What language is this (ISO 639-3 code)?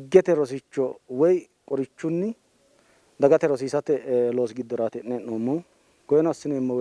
sid